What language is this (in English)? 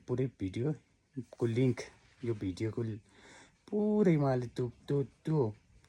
Nepali